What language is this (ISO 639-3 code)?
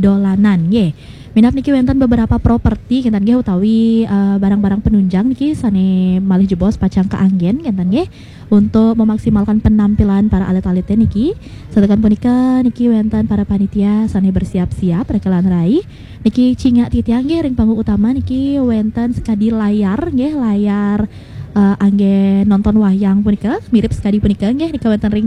ban